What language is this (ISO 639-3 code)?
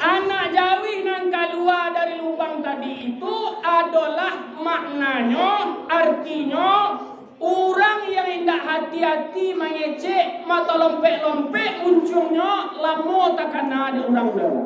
min